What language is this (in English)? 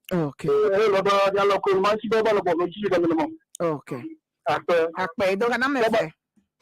Ewe